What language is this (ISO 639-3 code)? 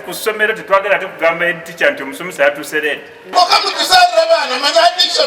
nyn